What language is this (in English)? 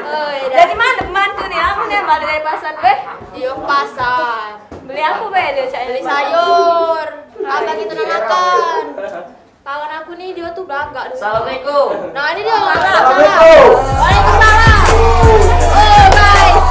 Musi